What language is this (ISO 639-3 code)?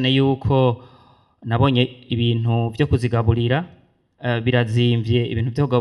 run